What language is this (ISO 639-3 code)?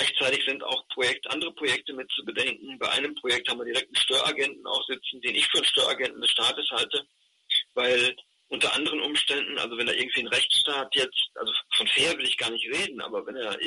deu